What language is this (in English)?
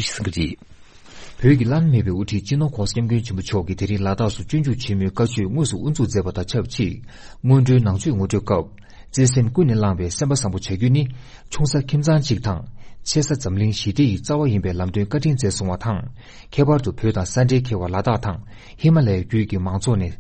Tibetan